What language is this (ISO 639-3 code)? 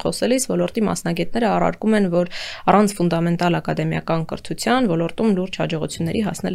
hye